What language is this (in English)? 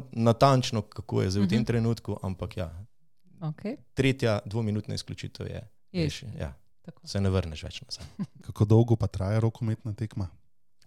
Slovenian